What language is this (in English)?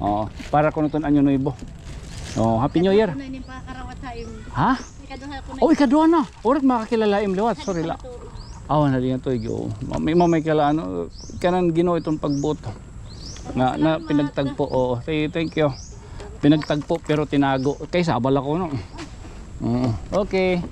Waray